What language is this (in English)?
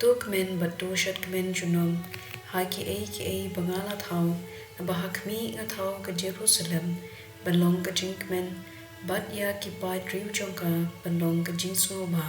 Khasi